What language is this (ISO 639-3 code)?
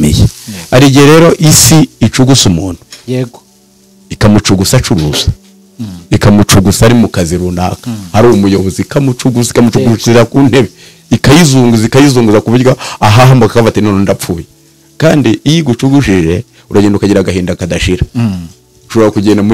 kin